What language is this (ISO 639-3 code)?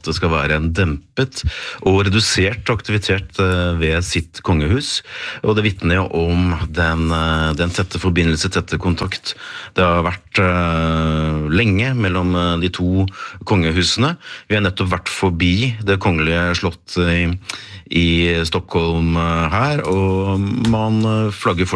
nor